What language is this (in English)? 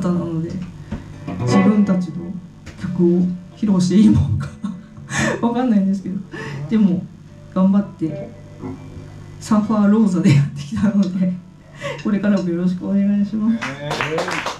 Japanese